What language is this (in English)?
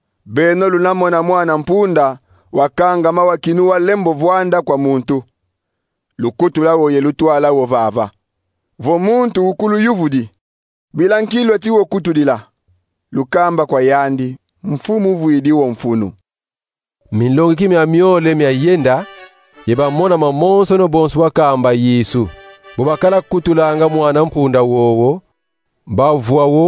Kongo